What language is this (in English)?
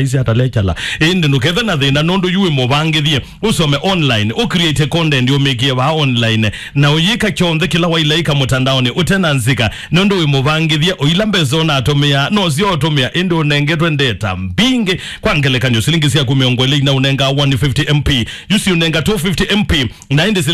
Kamba